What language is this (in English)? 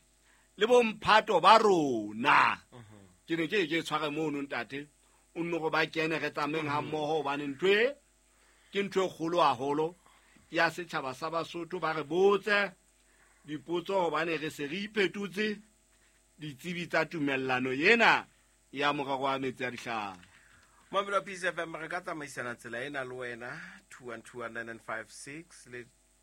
Southern Sotho